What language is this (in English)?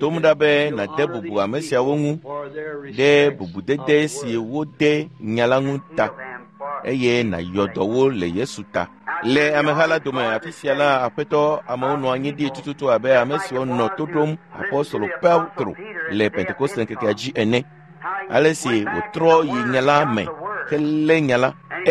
Ewe